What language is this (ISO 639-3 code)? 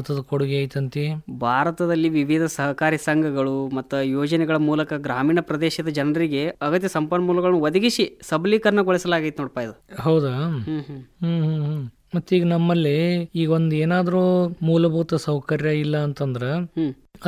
kan